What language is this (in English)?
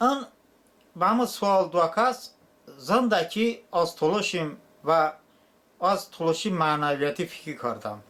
Talysh